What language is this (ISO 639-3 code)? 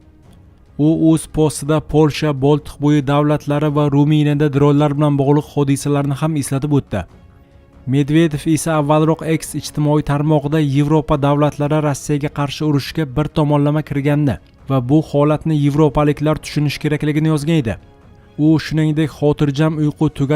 uzb